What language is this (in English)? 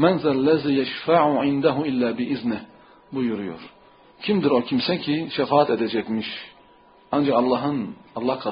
Turkish